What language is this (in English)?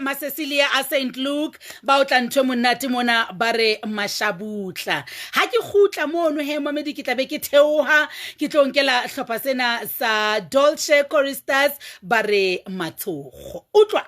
Southern Sotho